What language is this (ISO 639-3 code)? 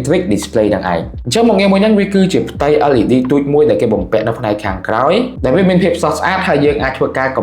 khm